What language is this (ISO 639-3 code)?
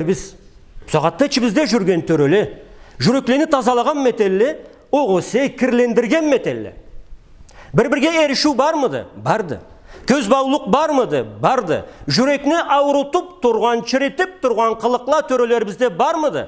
krc